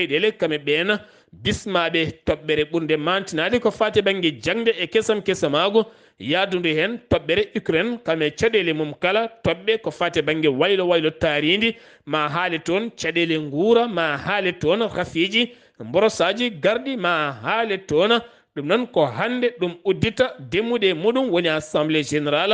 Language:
Fula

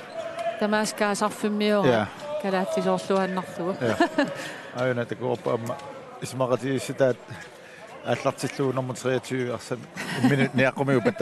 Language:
Kalaallisut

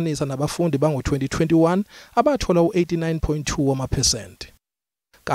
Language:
Zulu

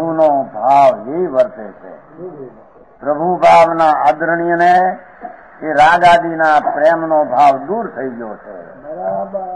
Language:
Gujarati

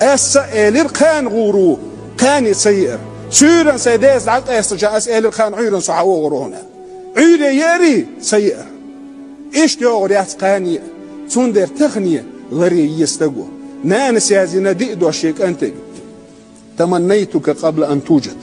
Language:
Chechen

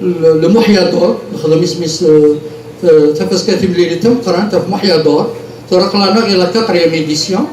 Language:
Kabyle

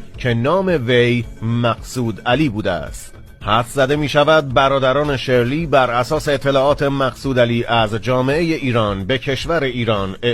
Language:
Persian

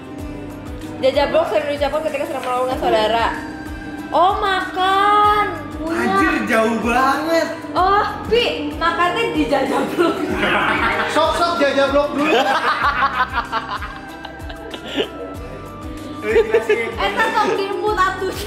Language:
Indonesian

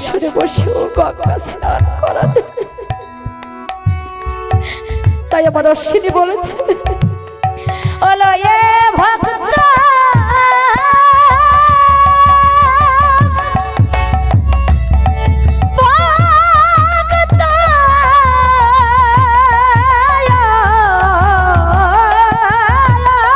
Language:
Bangla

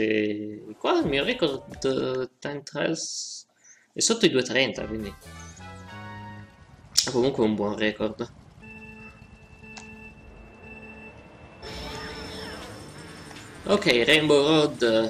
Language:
Italian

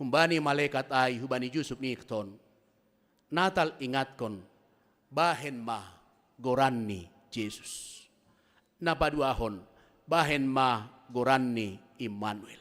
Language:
Batak Simalungun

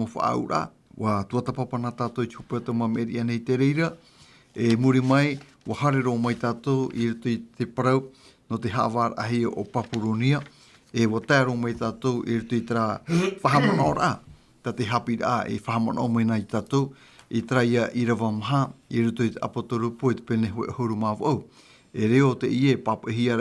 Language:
Tahitian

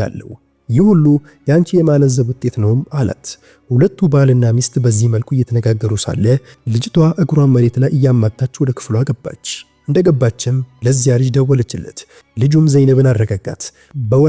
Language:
Amharic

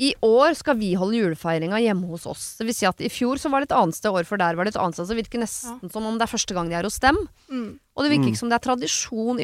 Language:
Norwegian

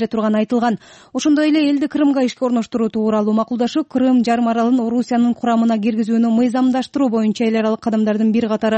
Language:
Kyrgyz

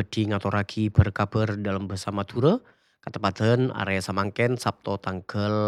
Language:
Madurese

